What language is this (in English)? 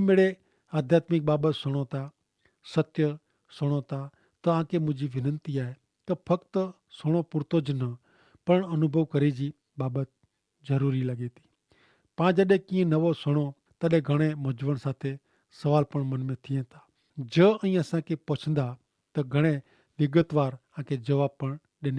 Kachhi